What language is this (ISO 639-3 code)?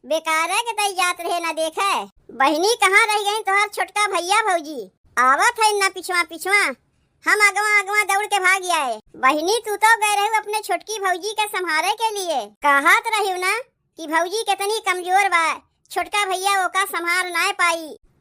awa